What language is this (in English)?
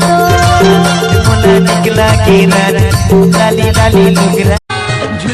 Chhattisgarhi